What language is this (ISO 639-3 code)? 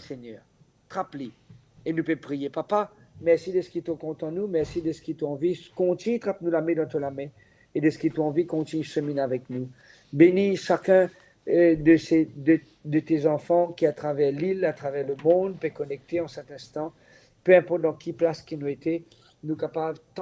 mfe